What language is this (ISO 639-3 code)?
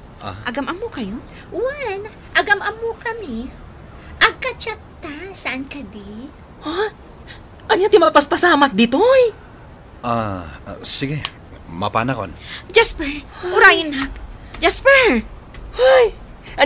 ilo